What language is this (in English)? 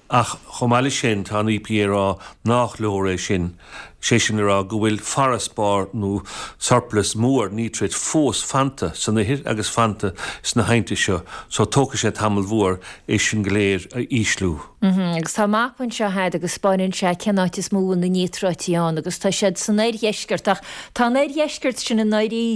Irish